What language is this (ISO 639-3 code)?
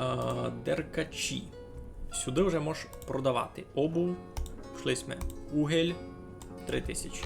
rue